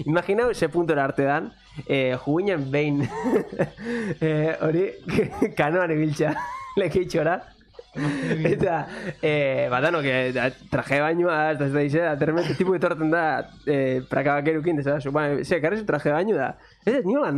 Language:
Basque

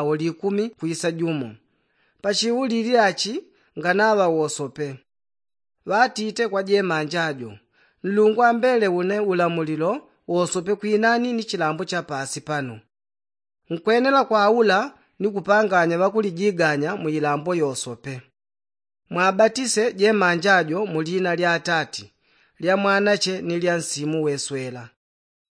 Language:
Yao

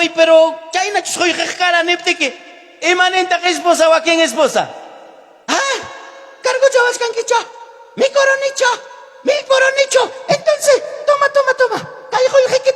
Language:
Ayacucho Quechua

